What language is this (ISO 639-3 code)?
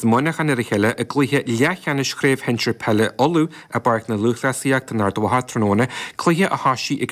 gle